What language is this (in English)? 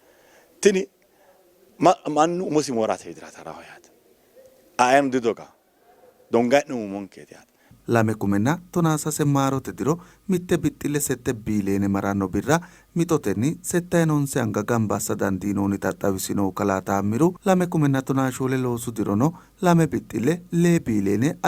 Sidamo